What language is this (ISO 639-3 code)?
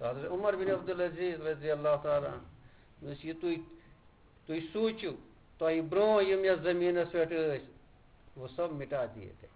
kas